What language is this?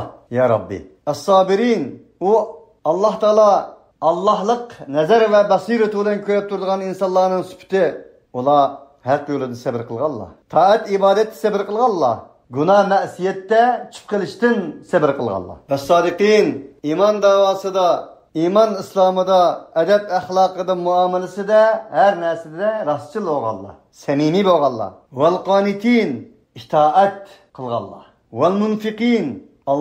Uyghur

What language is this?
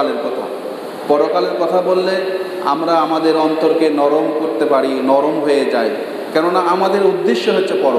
Bangla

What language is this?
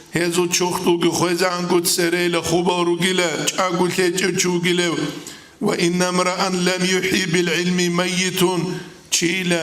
Avaric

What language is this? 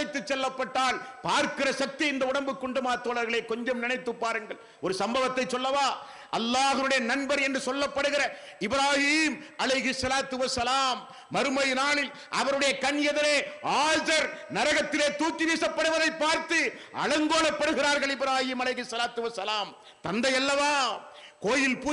Tamil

